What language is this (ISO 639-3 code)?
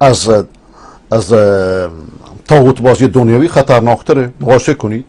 fas